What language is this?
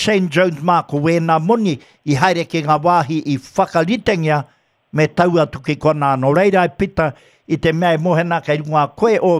Māori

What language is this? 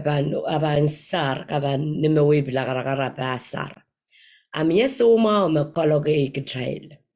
Pohnpeian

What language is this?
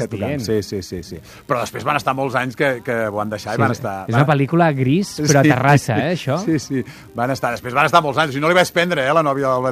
Catalan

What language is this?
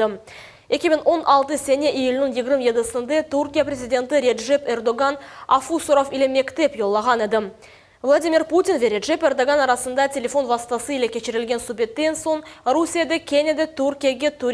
Crimean Tatar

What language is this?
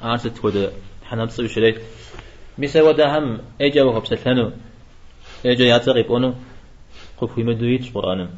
Kabardian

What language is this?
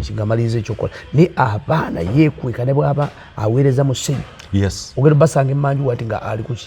Ganda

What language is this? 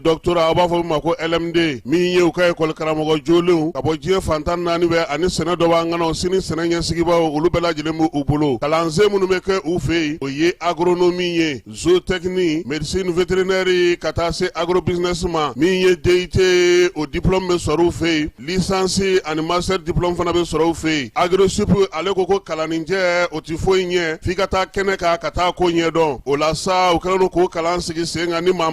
Bambara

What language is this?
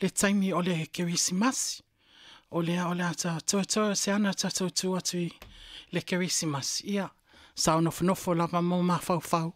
Samoan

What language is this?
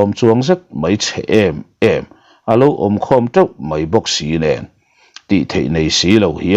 Mizo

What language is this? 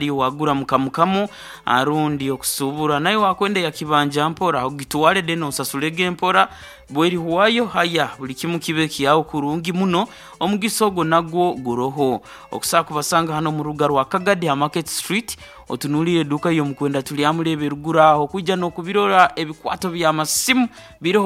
Nyoro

